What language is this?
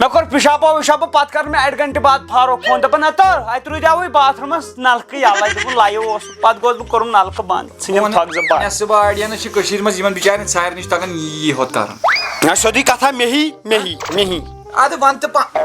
Kashmiri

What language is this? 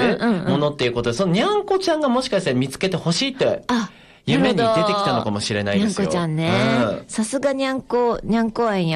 Japanese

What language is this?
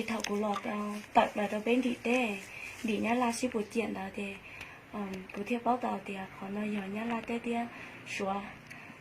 Hmong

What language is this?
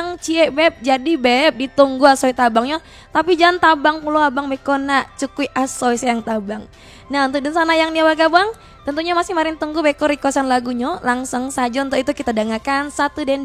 Minangkabau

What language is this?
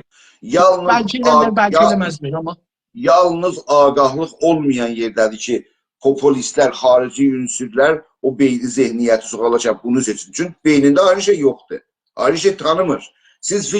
South Azerbaijani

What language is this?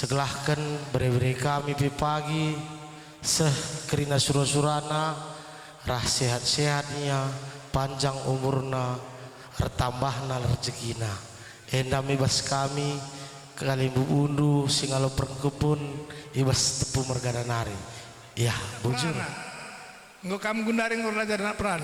Batak Karo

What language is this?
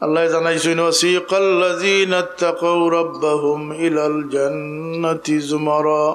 Sylheti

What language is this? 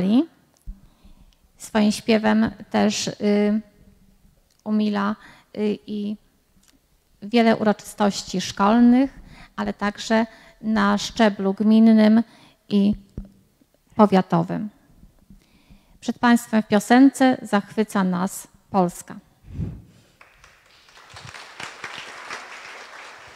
Polish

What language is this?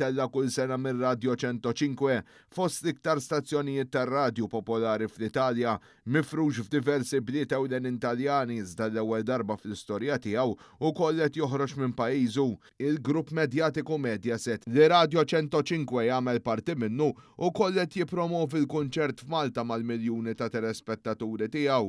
Maltese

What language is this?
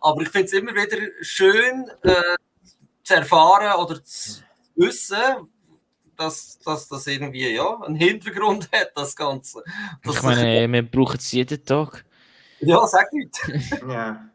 Swiss German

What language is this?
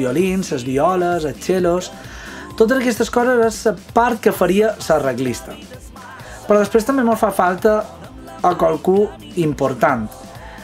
Catalan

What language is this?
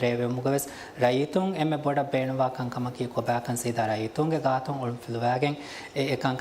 Divehi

